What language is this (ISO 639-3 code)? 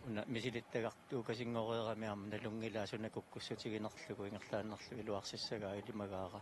kal